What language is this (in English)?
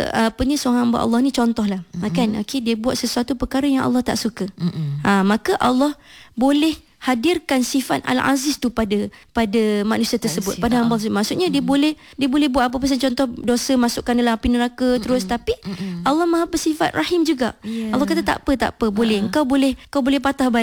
Malay